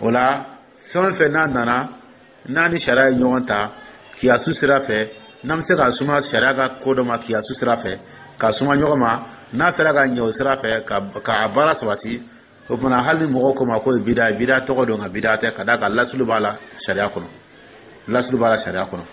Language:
Dyula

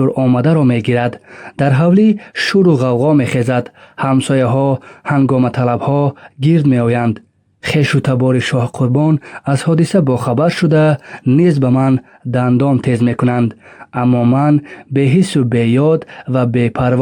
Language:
Tajik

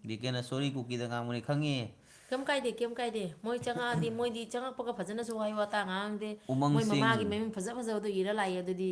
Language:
Manipuri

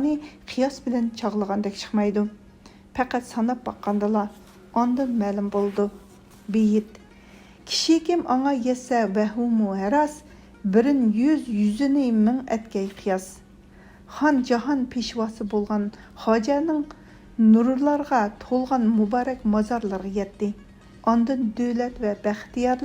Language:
Uyghur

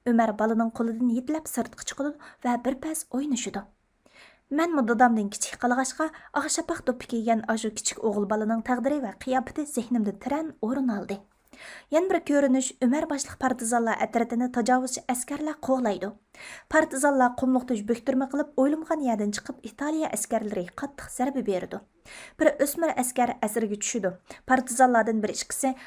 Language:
Uyghur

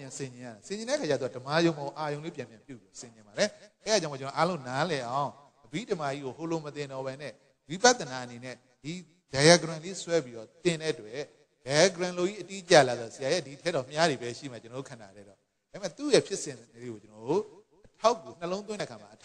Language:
Burmese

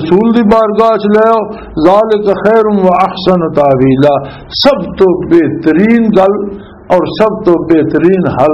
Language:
Western Panjabi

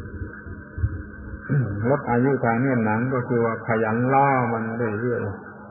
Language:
Thai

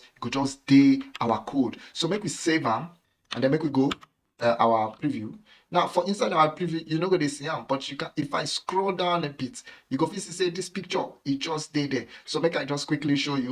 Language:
Nigerian Pidgin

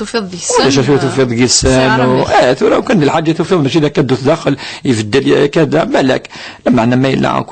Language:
Kabyle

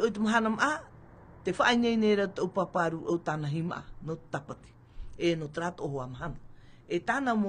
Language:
Tahitian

